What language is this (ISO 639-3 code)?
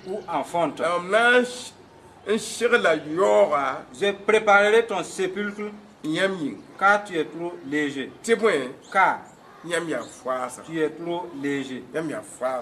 mos